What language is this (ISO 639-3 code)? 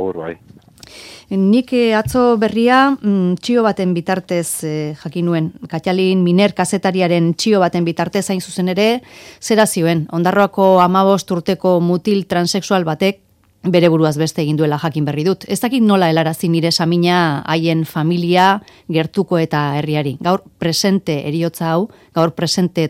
eus